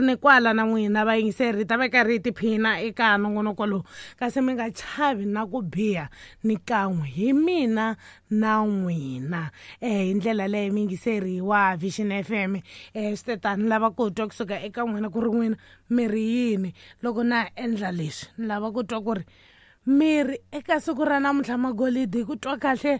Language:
Tsonga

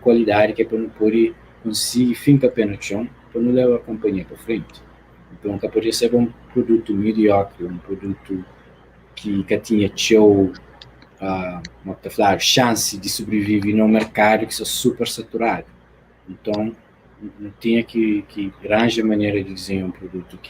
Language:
Kabuverdianu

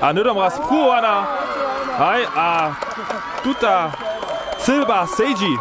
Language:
Upper Sorbian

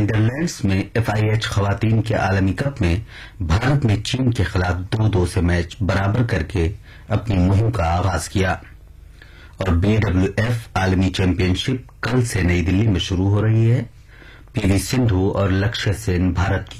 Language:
Urdu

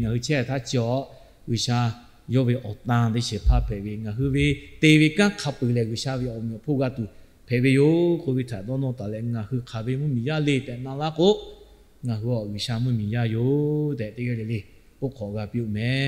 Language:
Lahu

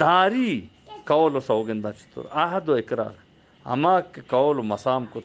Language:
Eastern Balochi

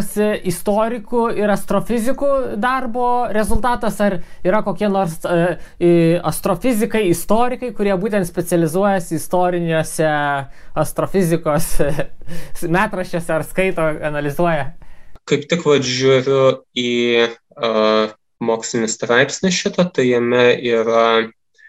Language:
Lithuanian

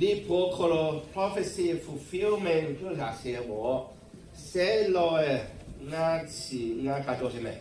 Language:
Lahu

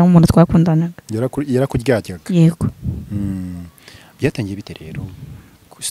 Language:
Kinyarwanda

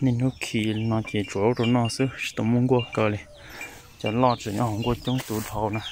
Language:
Hmong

